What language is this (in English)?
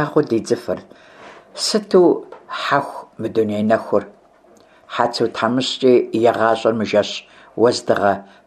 Kabardian